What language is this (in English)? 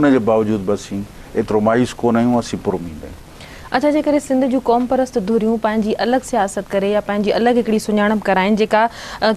Sindhi